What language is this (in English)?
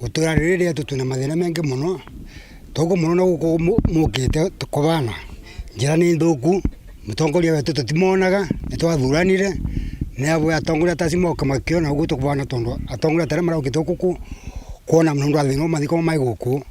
Meru